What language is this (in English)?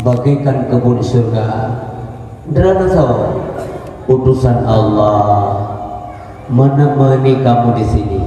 Achinese